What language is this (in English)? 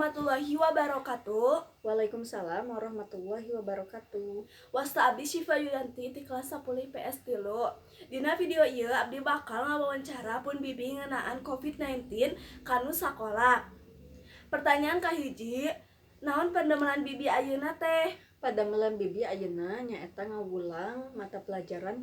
Sundanese